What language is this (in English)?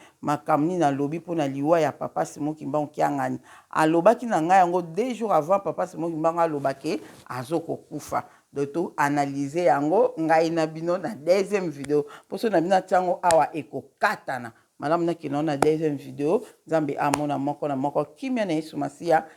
Lingala